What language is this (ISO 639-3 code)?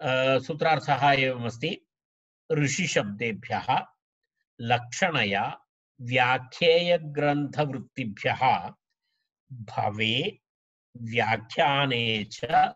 san